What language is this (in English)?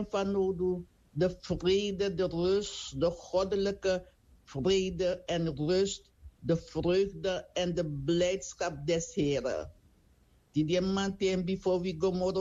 Sranan Tongo